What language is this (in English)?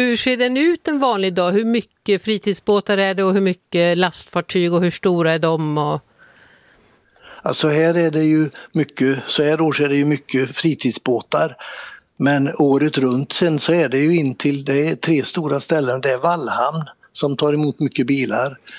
Swedish